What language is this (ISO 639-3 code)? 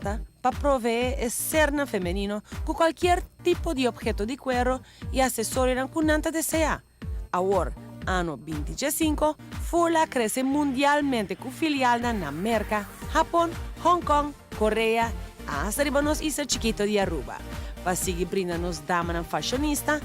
pap